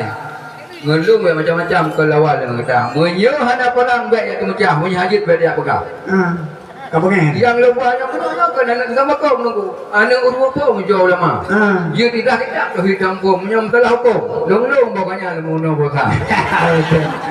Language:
Achinese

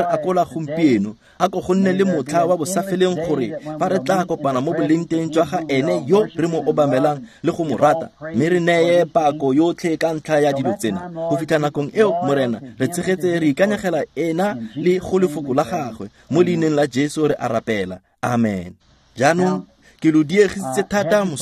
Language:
Tswana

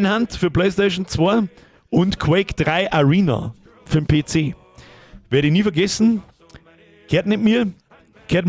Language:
Bavarian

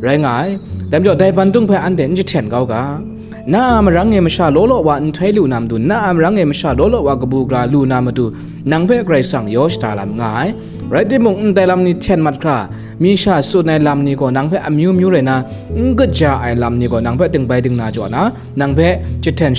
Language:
Kachin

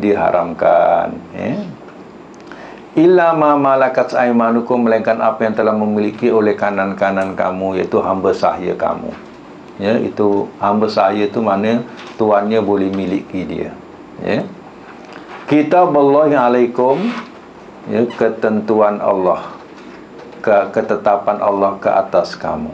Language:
Malay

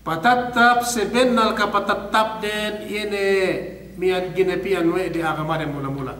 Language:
Yakan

